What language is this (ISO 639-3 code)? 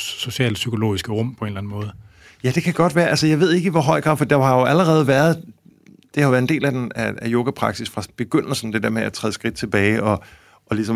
dan